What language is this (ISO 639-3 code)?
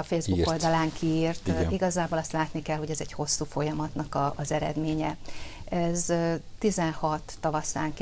hun